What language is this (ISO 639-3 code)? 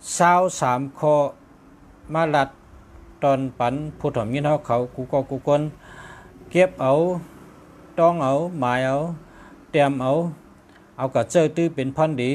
shn